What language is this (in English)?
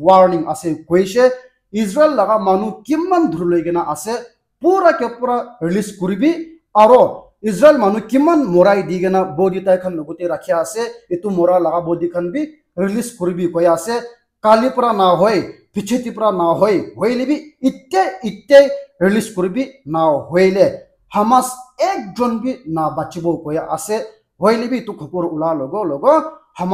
Naga Pidgin